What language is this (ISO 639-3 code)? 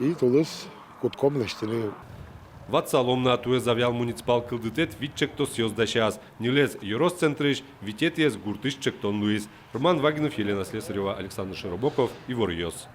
udm